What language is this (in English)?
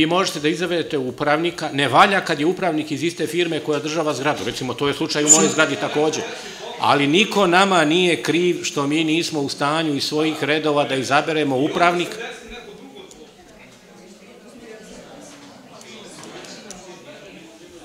Serbian